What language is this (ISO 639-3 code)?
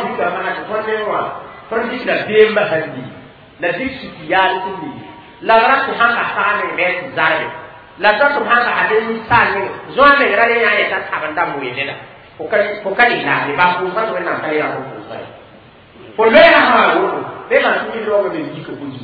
mos